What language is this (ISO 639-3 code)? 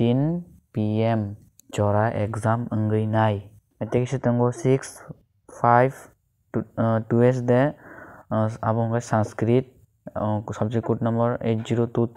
trp